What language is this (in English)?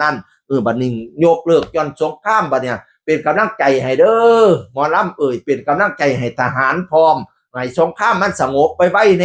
Northeastern Thai